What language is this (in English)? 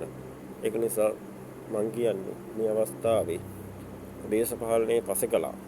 Sinhala